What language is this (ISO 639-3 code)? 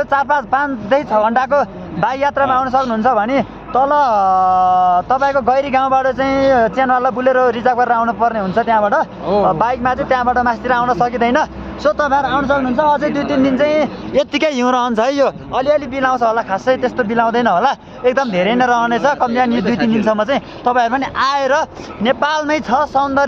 nep